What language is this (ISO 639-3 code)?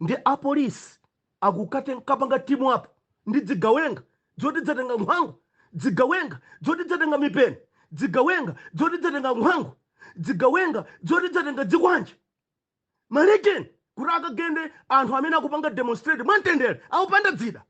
nya